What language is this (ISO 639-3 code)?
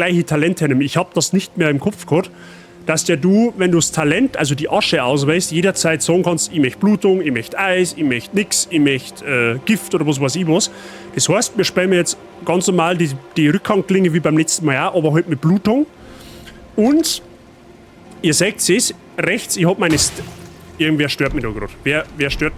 bar